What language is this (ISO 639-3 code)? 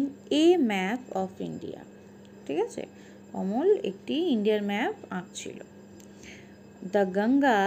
ben